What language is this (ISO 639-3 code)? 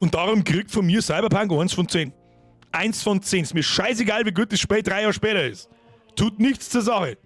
bar